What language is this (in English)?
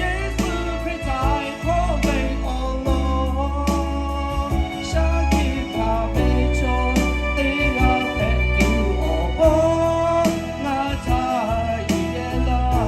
Lahu